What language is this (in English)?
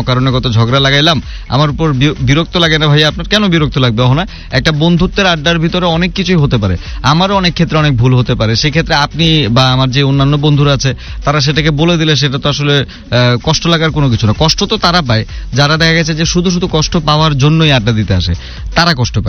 Bangla